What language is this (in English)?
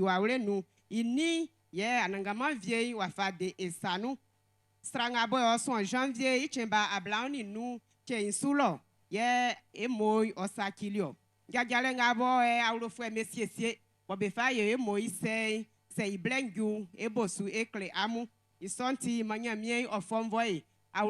Baoulé